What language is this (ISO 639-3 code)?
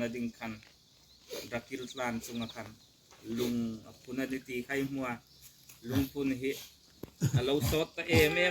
hmr